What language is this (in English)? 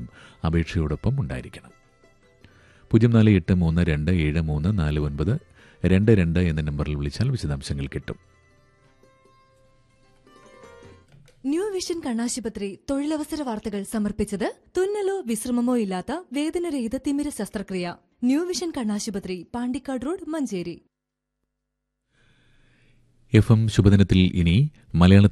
Malayalam